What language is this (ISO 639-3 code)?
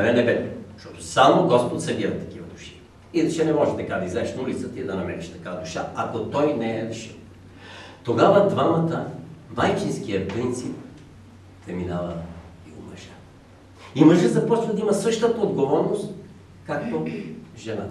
bul